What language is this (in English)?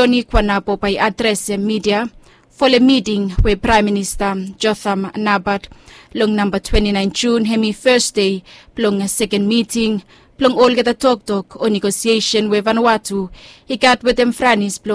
Bislama